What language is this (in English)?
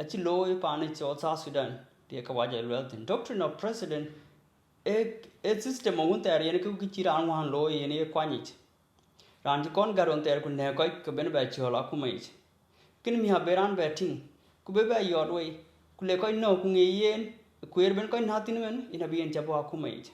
Dinka